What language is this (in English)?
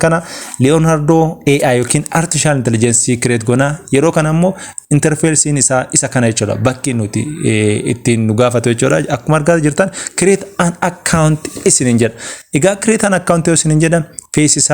Oromo